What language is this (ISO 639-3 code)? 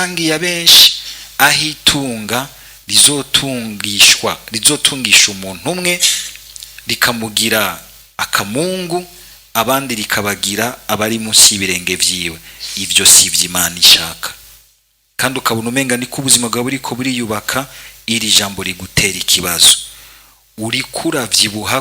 run